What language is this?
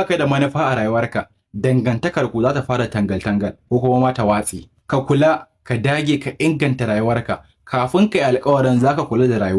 Hausa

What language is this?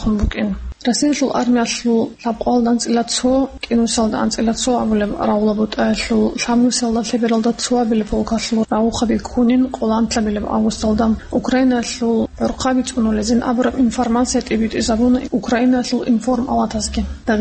Avaric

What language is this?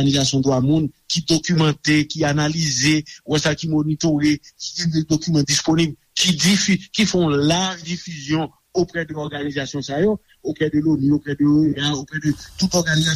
Haitian Creole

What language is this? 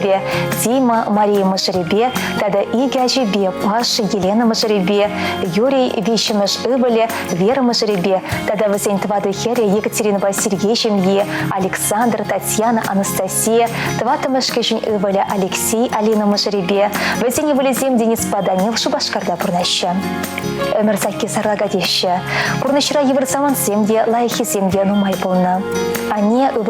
Chuvash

